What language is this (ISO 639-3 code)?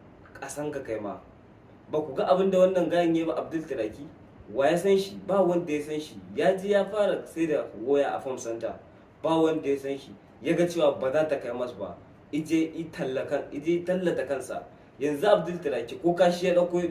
hau